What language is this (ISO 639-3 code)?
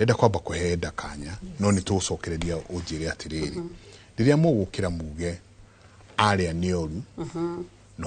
kik